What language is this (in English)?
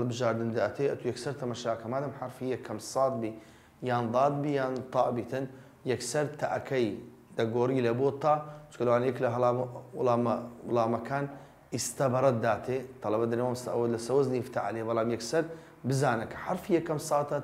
Central Kurdish